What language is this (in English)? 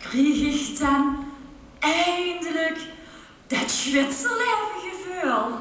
Limburgish